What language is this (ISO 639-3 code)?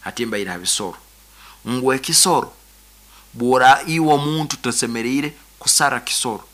nyo